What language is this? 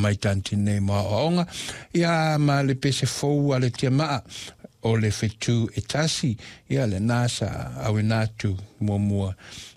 Samoan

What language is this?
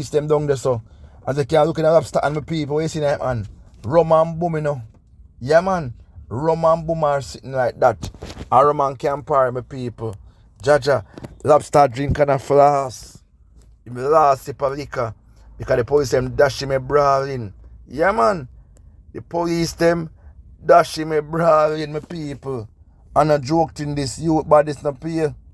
Jamaican Creole English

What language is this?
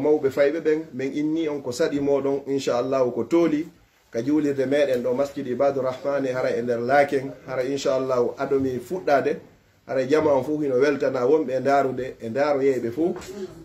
Pular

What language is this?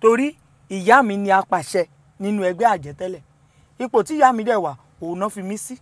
Yoruba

